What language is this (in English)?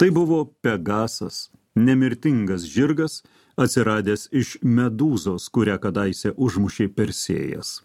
Lithuanian